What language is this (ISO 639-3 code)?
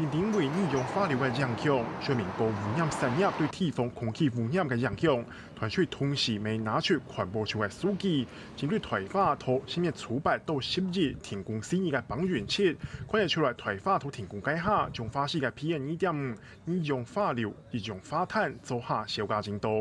hak